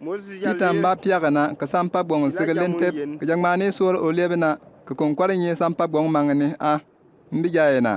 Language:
Bimoba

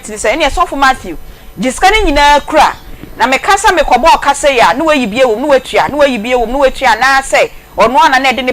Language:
Akan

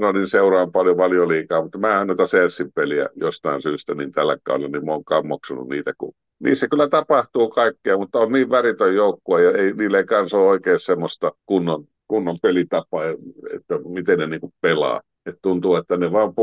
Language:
Finnish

